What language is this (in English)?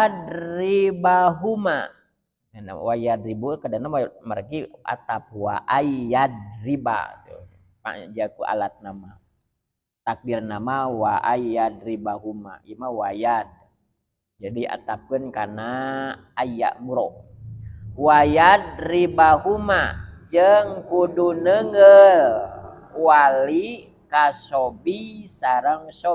Sundanese